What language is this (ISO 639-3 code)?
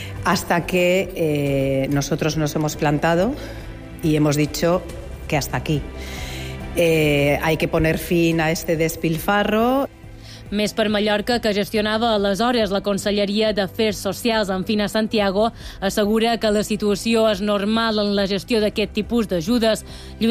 cat